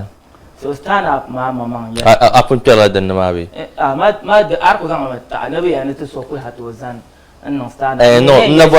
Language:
Dagbani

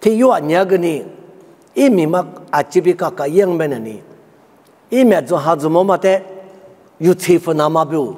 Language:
Lisu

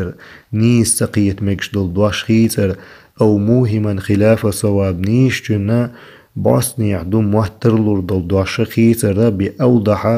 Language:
Chechen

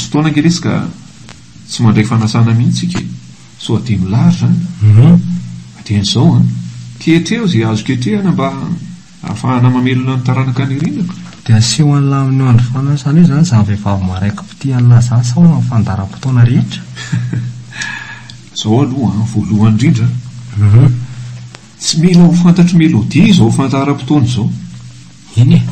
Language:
Malagasy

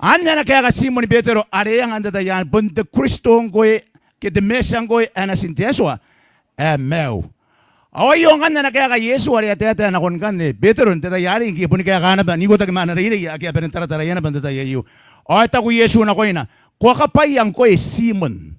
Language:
Gilbertese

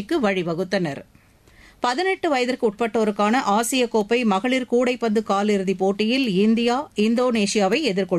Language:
Tamil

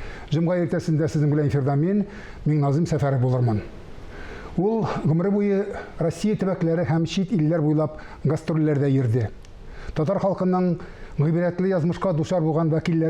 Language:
Tatar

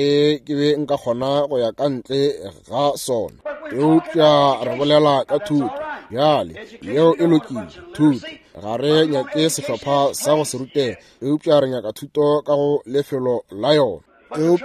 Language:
Northern Sotho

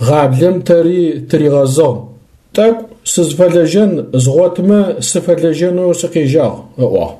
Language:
Adyghe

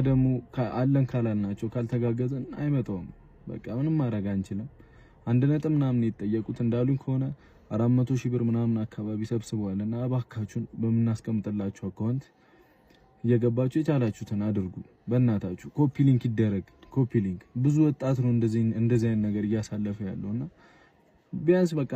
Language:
Amharic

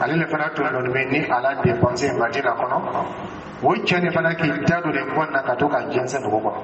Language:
Dyula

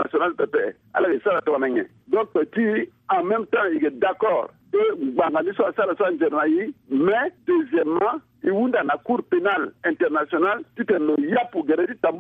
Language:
Sango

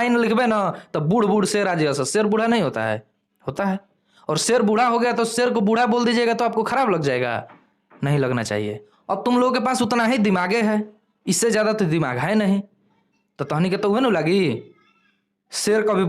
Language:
Bhojpuri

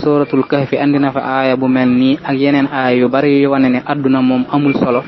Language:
Wolof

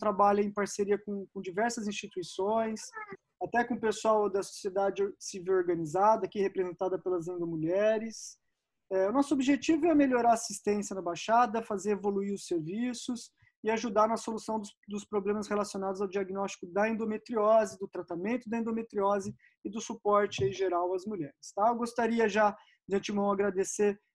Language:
Portuguese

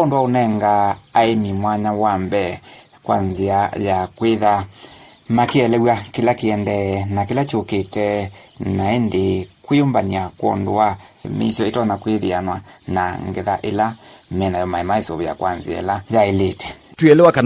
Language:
Kamba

